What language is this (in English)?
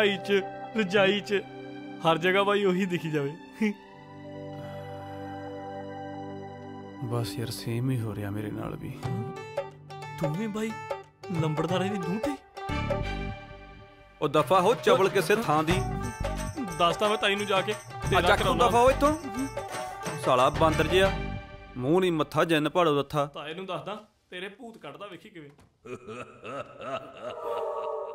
Punjabi